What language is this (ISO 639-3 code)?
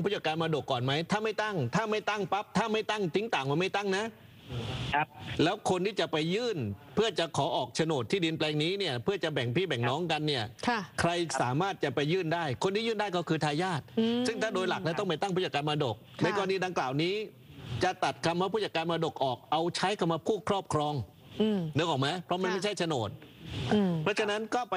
tha